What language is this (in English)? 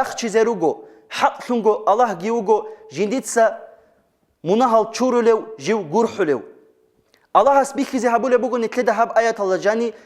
Avaric